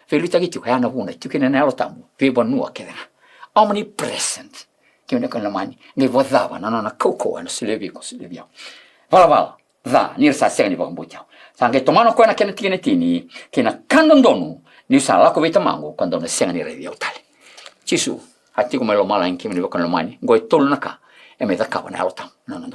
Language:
Fijian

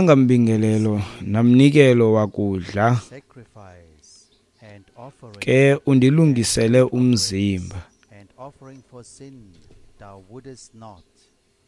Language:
Xhosa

